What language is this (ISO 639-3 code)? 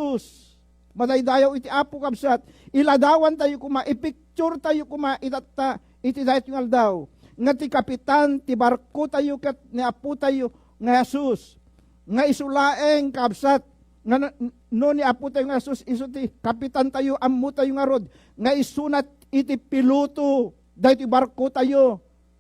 ilo